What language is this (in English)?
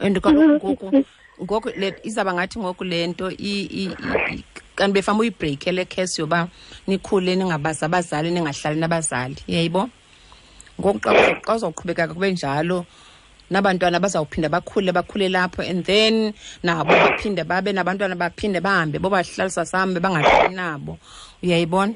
Xhosa